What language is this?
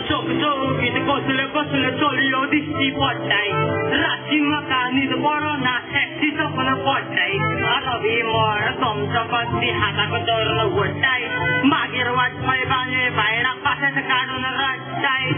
Konkani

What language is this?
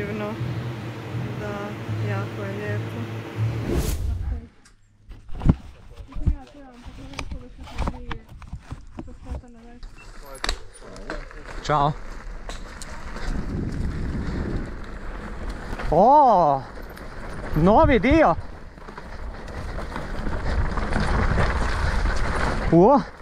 Croatian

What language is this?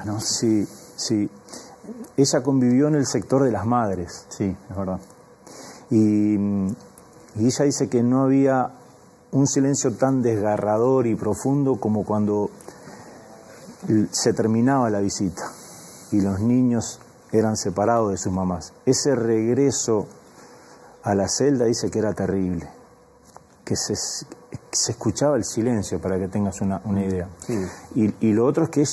Spanish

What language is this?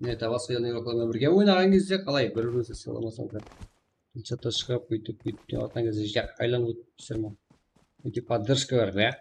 Kara-Kalpak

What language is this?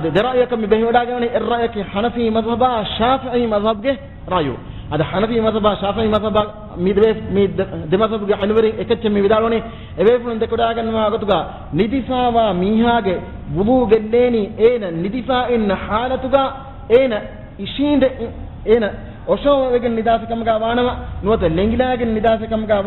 Divehi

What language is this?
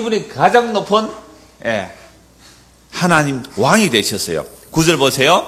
Korean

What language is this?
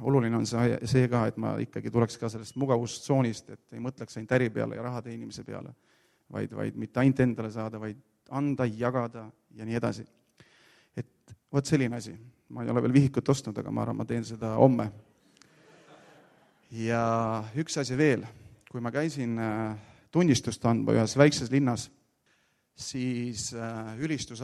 Estonian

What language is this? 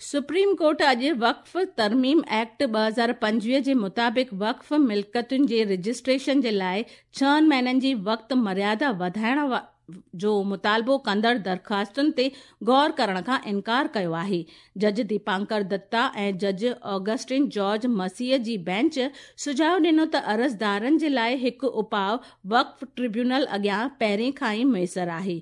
Sindhi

